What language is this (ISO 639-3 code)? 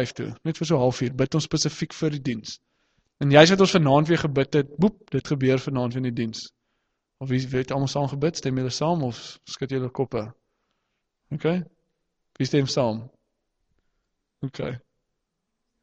afr